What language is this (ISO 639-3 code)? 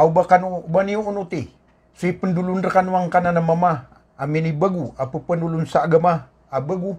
mrw